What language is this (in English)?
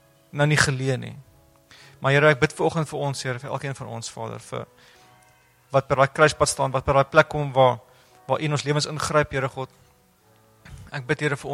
Afrikaans